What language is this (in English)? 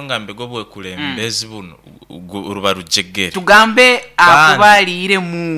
Nyoro